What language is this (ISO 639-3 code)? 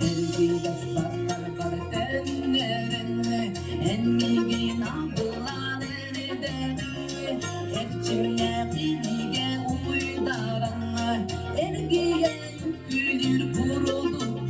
sah